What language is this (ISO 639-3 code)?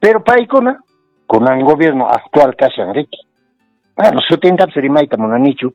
que